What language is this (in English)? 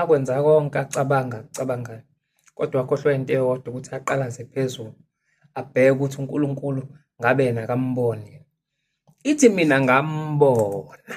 Zulu